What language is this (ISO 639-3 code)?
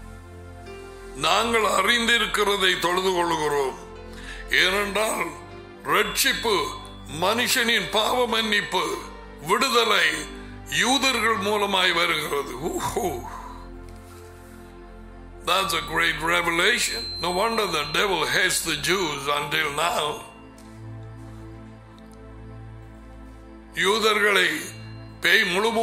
tam